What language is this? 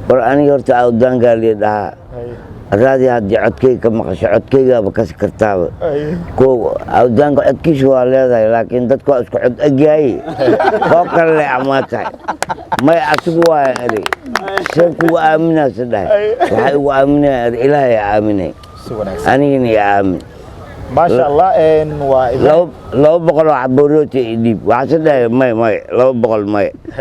Somali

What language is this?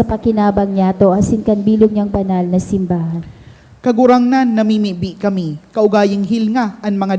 Bikol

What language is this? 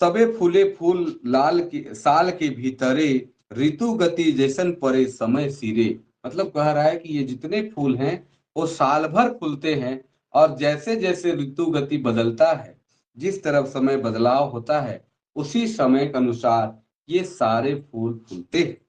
Sadri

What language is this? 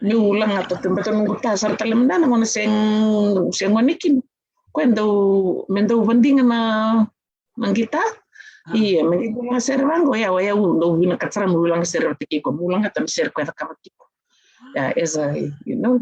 Fijian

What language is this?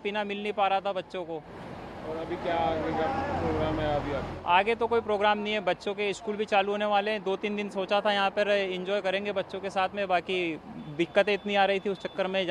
Hindi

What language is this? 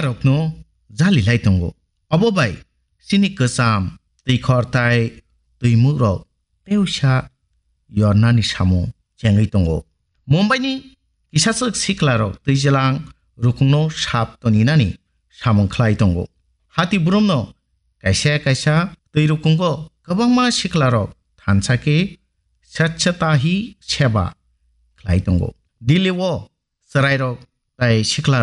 Kok Borok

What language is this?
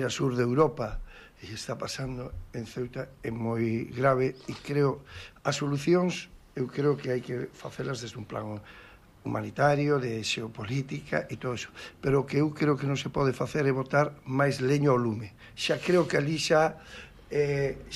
Galician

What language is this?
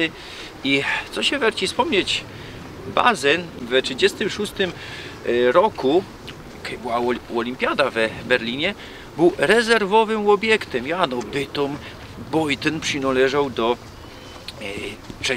Silesian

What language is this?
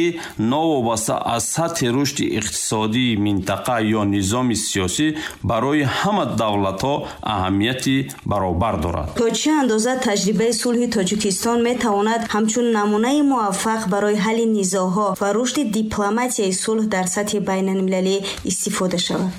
Tajik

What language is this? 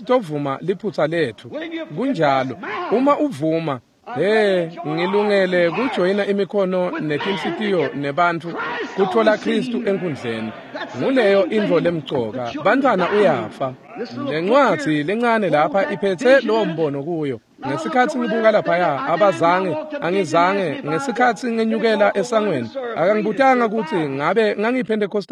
Swati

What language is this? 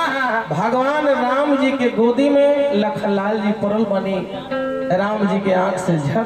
Bhojpuri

